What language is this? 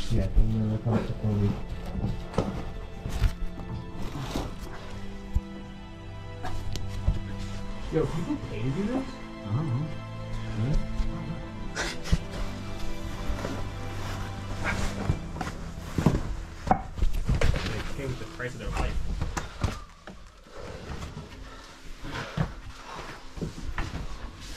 English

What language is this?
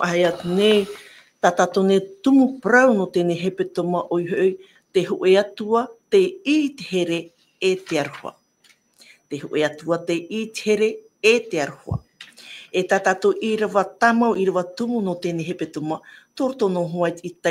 Tahitian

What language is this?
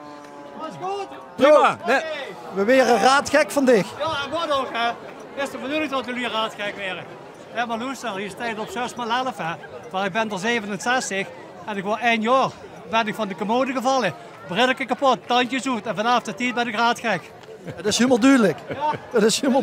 Limburgish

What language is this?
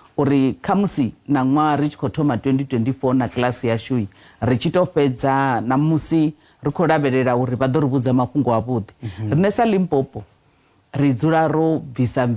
Venda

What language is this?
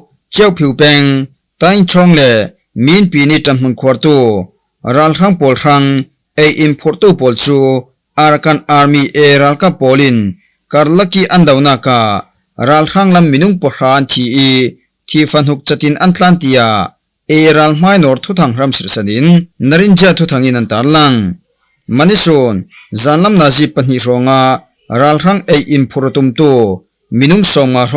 Falam Chin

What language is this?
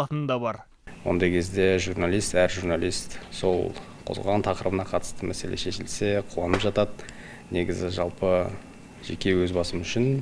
Kazakh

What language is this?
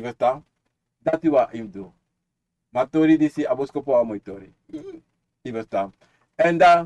Sranan Tongo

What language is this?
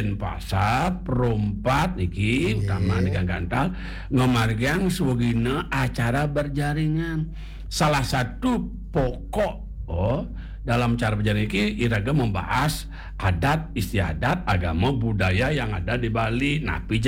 Balinese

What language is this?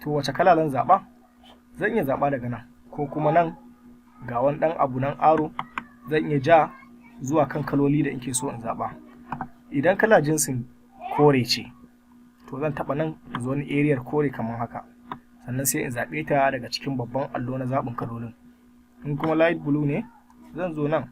Hausa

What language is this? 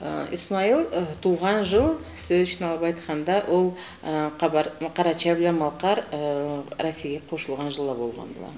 Karachay-Balkar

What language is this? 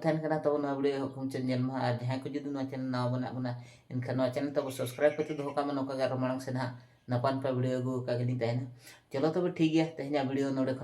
Santali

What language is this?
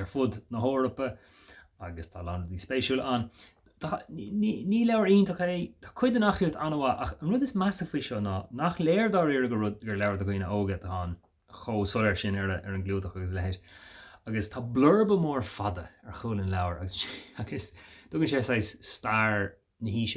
Irish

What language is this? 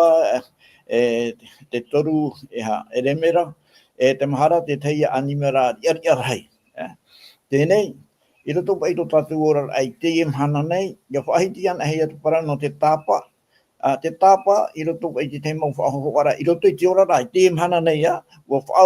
Tahitian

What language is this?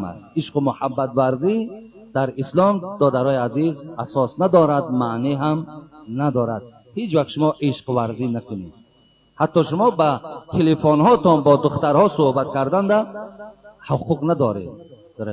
Tajik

